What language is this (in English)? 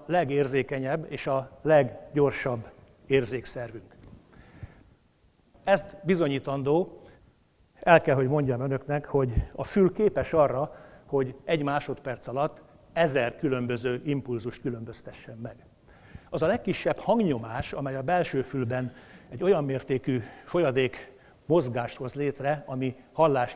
Hungarian